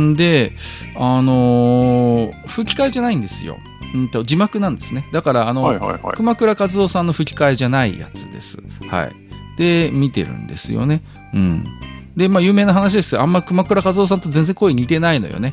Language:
Japanese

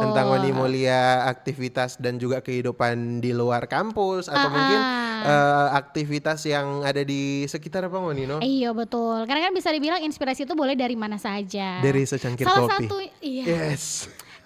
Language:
Manado Malay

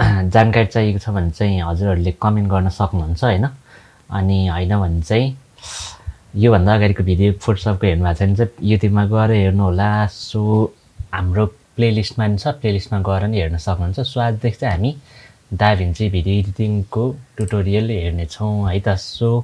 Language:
Nepali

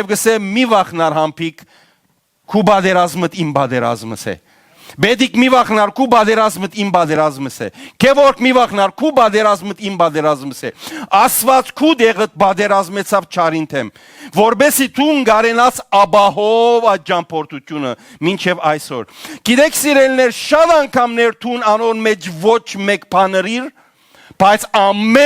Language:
Western Armenian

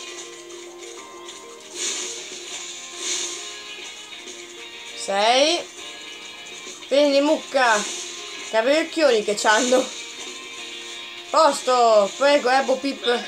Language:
Italian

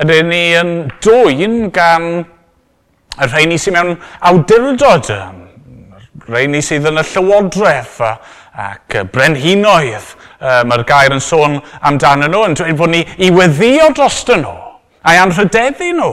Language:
Welsh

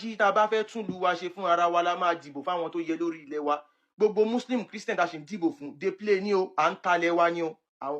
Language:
Yoruba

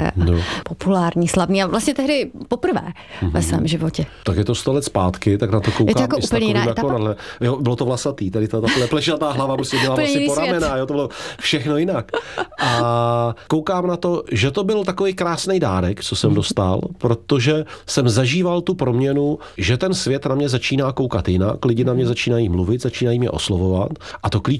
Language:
Czech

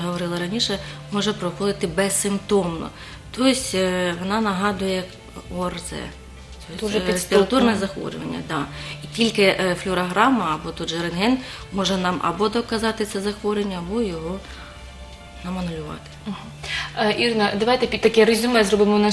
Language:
Ukrainian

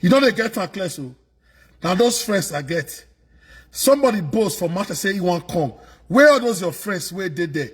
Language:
Nigerian Pidgin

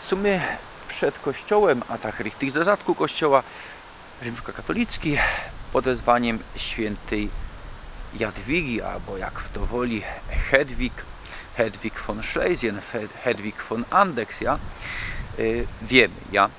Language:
Silesian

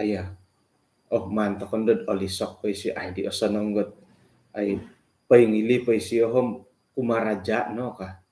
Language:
Central Dusun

